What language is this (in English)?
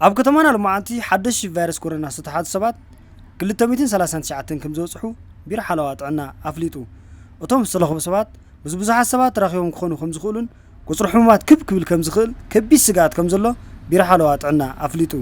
Tigrinya